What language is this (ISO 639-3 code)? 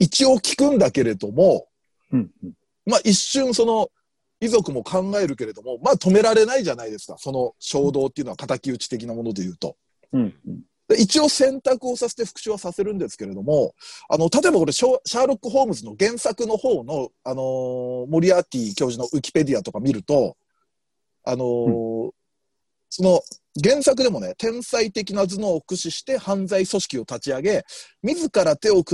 jpn